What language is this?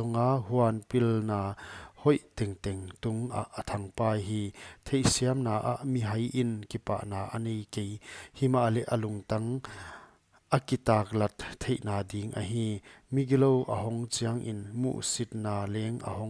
Paite Chin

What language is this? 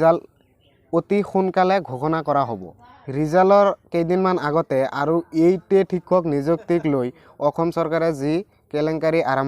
Assamese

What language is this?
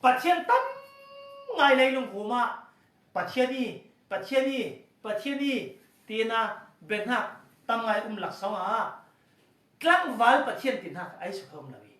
Falam Chin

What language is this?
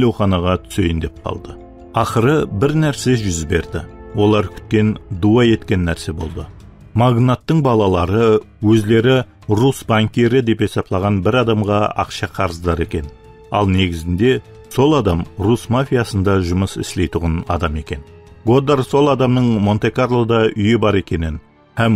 Kara-Kalpak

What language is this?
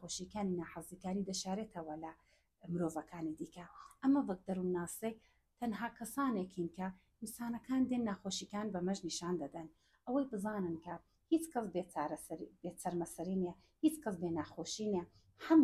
Central Kurdish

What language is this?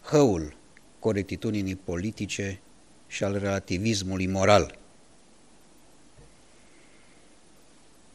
Romanian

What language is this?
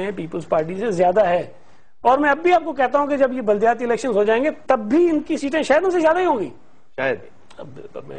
Urdu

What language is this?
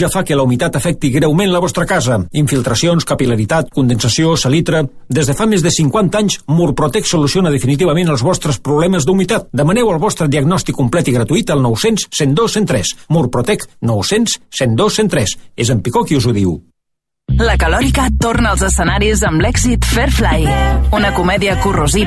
Catalan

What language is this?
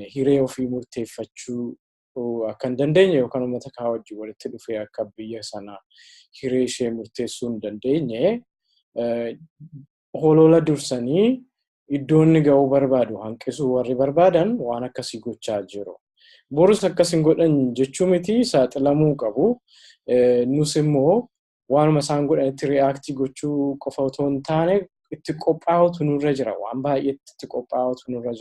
Oromo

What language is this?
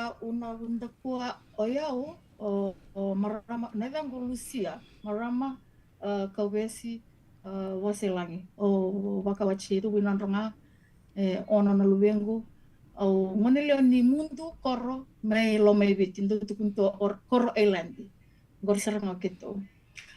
Fijian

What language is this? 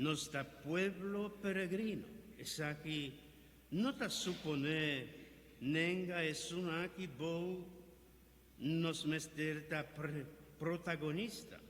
Papiamento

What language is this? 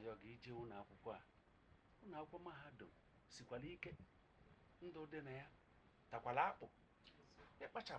Igbo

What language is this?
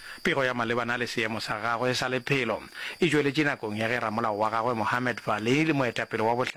Northern Sotho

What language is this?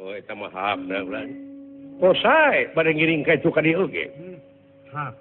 Sundanese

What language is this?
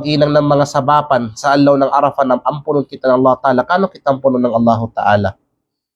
Kalagan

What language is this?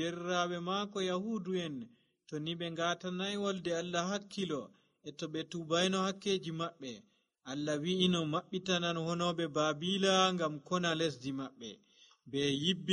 Nigerian Fulfulde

